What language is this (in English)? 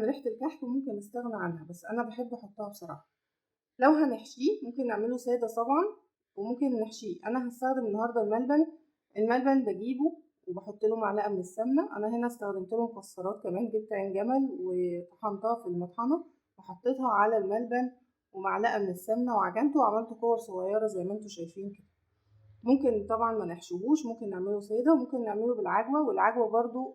Egyptian Arabic